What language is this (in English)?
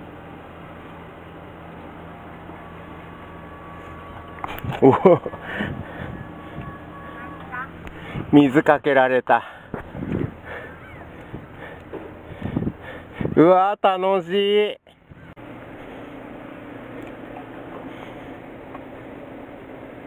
Japanese